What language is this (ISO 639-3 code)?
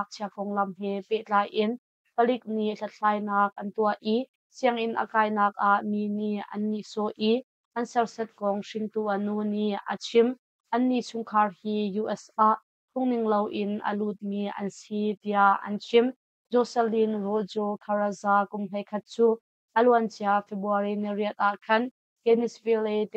cnh